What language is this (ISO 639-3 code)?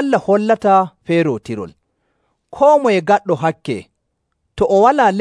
fuv